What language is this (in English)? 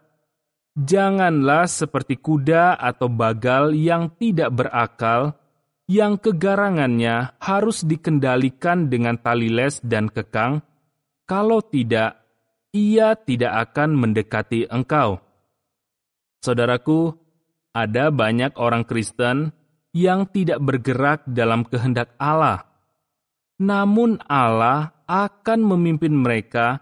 Indonesian